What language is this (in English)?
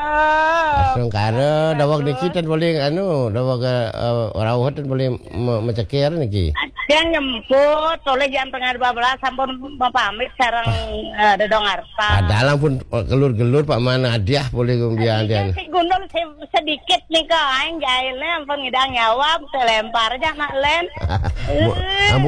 Balinese